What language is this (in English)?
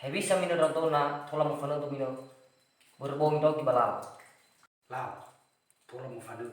Nias